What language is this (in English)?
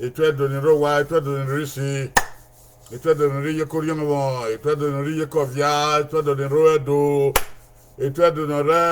Bini